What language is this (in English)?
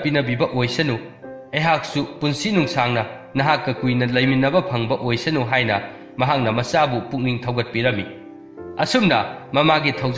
Manipuri